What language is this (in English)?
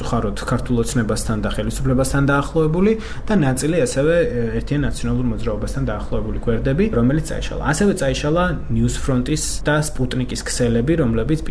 Georgian